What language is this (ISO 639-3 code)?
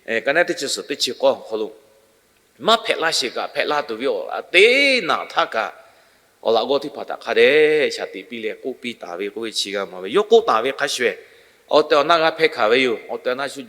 lhu